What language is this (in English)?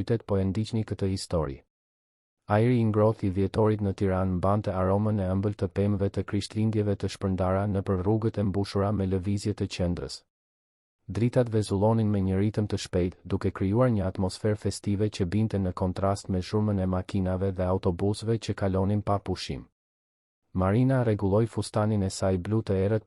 Albanian